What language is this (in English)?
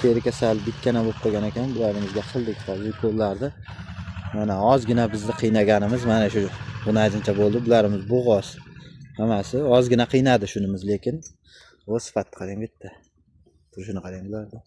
Uzbek